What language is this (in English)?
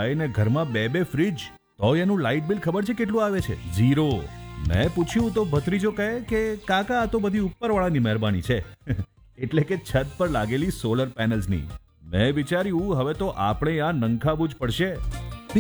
Gujarati